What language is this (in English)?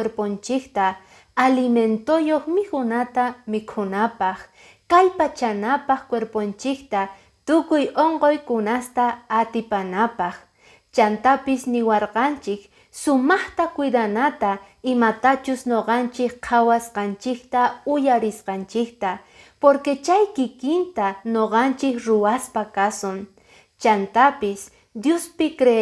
Quechua